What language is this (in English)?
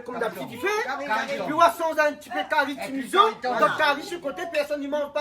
Réunion Creole French